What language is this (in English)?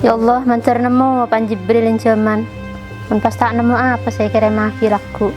Madurese